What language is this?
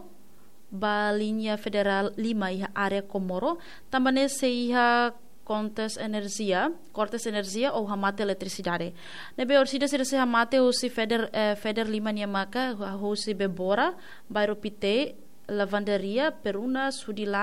Tetum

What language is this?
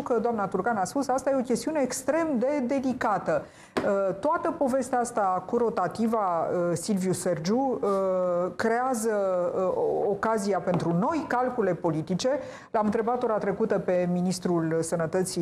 Romanian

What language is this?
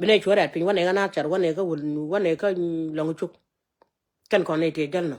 Nuer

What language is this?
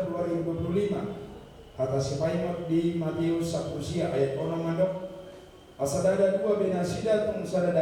Batak Toba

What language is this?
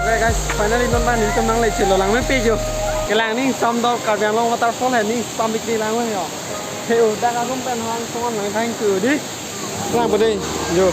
Karbi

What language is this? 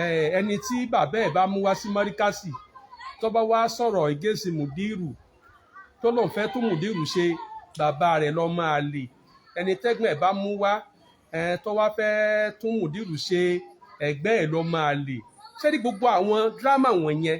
Yoruba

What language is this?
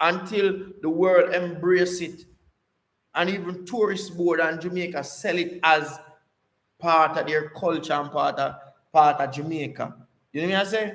Jamaican Creole English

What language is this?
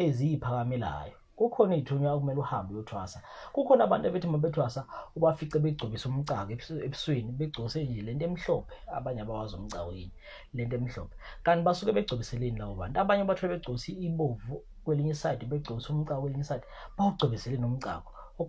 Zulu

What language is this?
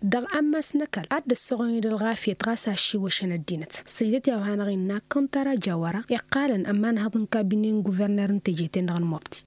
Tamasheq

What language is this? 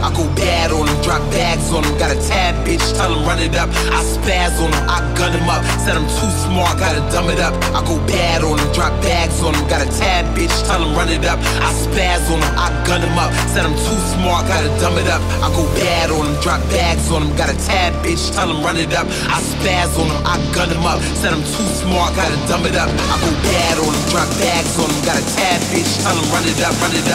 English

